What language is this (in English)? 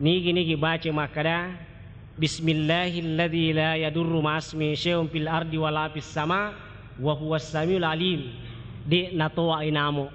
Buginese